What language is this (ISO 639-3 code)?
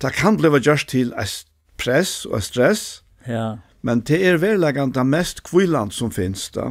fao